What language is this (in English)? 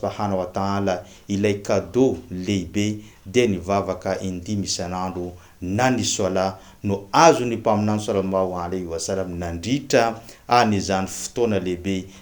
Malagasy